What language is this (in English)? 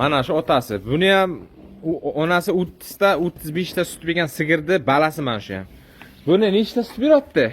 Uzbek